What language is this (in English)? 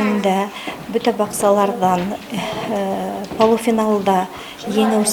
Bashkir